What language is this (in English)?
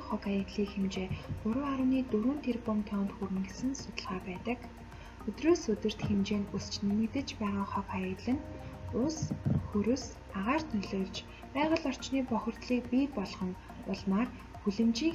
Mongolian